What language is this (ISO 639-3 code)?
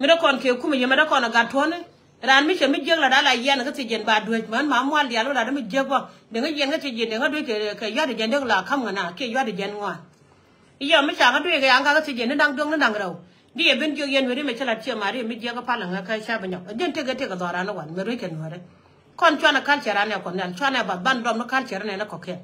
nus